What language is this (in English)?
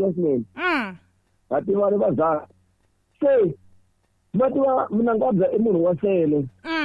Tsonga